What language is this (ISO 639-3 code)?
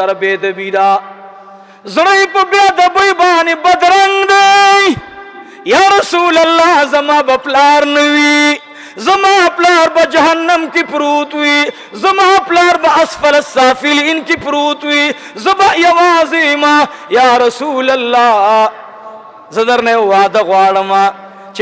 pus